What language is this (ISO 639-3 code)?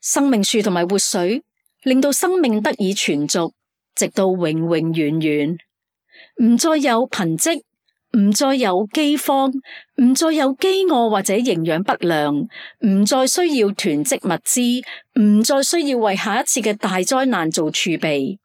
yue